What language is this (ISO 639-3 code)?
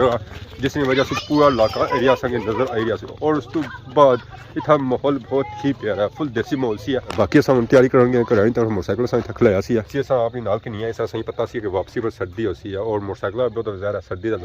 phr